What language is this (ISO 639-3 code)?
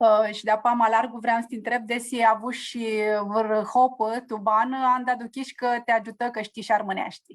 rup